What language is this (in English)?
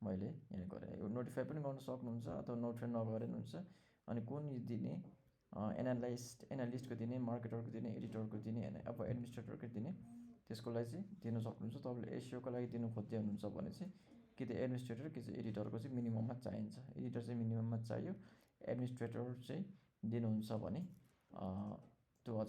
Nepali